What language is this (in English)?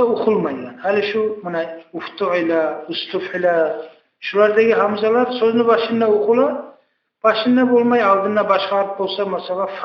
Kumyk